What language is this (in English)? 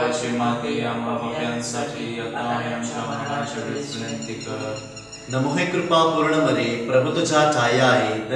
Marathi